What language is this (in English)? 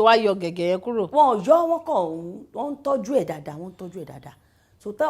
Yoruba